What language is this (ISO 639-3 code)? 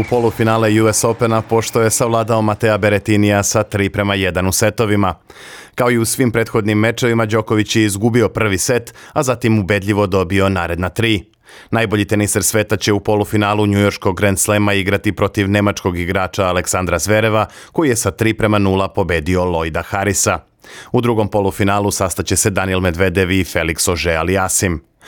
srp